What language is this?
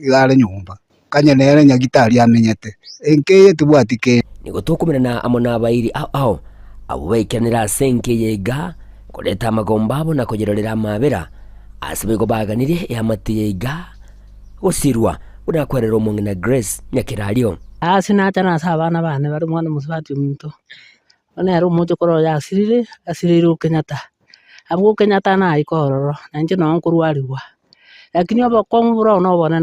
Gusii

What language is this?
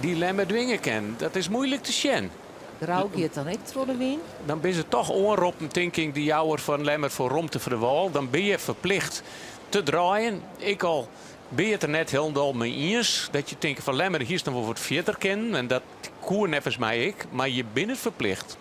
Western Frisian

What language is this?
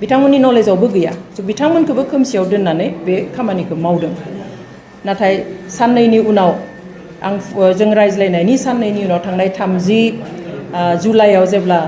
Bodo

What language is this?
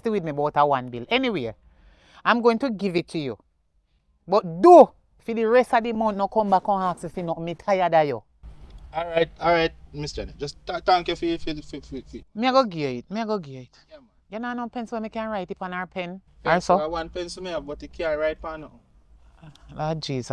Jamaican Creole English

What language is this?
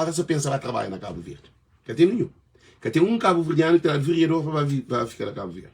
Kabuverdianu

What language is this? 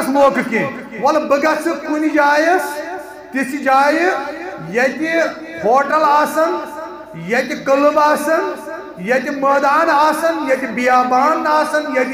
Kashmiri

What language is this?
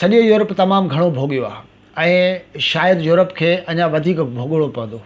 Sindhi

